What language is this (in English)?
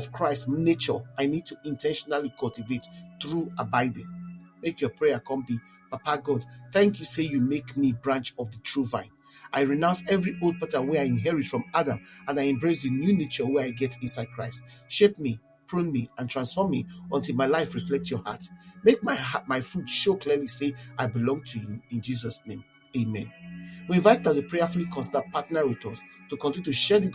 Nigerian Pidgin